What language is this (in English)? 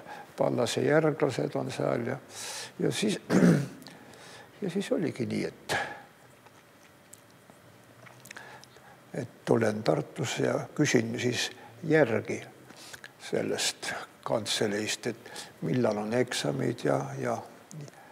Estonian